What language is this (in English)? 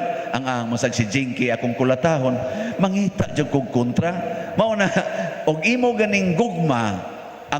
Cebuano